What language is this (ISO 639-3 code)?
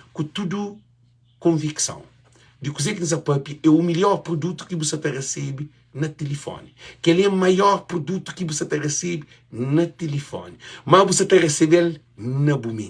kea